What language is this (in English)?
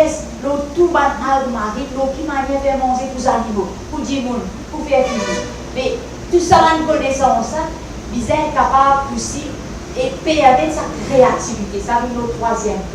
Morisyen